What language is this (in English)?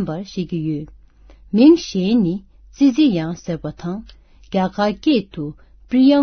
Tibetan